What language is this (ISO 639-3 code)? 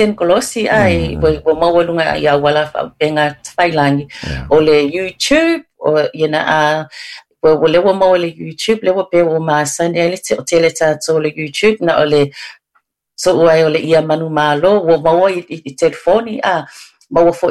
smo